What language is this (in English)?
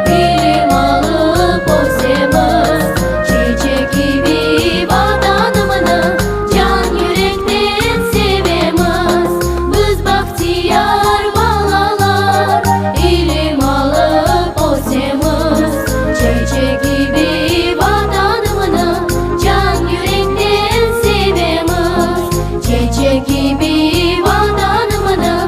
Crimean Tatar